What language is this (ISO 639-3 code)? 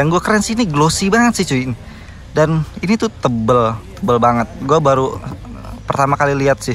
ind